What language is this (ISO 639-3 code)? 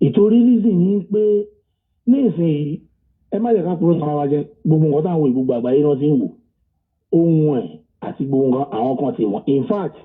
yor